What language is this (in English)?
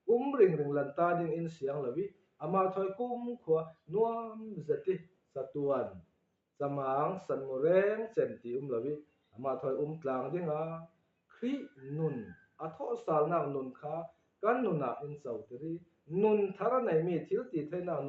Falam Chin